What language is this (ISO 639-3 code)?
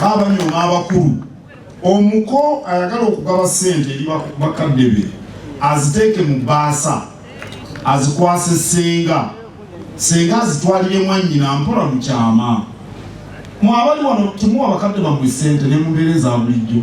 lug